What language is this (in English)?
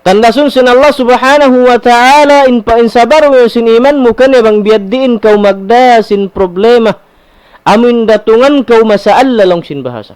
Tausug